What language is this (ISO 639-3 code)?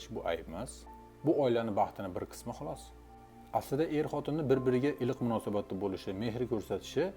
uzb